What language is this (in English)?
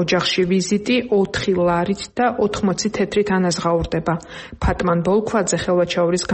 Georgian